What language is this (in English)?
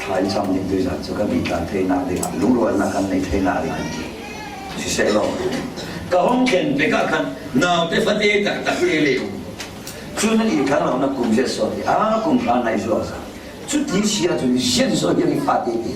Falam Chin